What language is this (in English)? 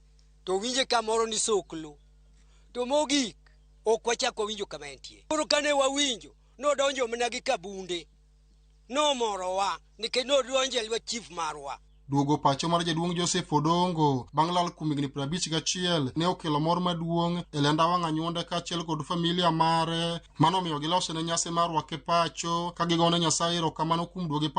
Luo (Kenya and Tanzania)